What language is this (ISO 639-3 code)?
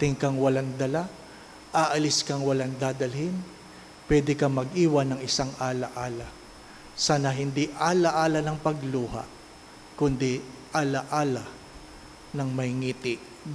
fil